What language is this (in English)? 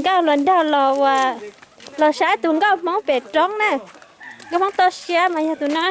Hmong